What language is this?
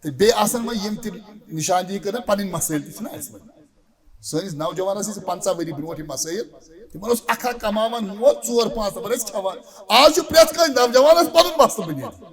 Kashmiri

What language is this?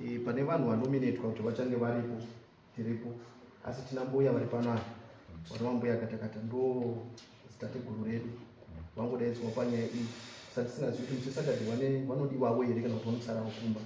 Shona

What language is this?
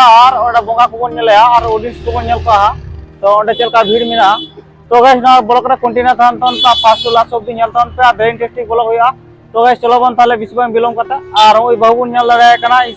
Santali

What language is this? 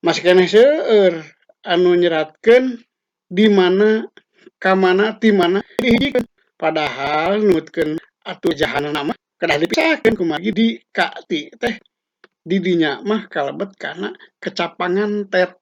Sundanese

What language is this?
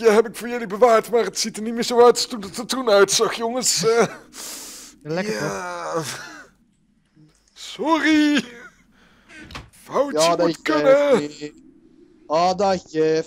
Dutch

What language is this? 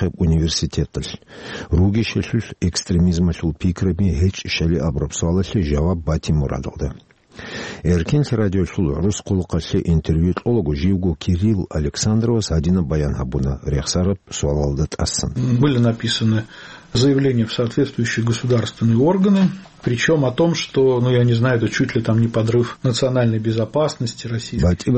Avaric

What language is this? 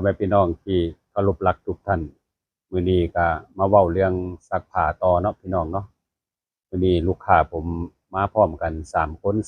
Northeastern Thai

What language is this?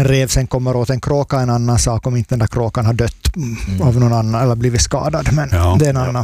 Swedish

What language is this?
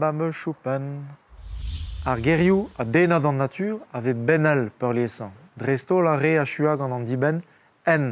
Breton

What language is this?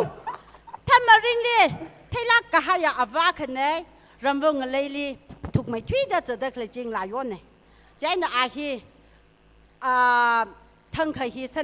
Tangkhul Naga (India)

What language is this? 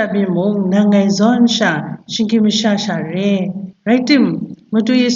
Kachin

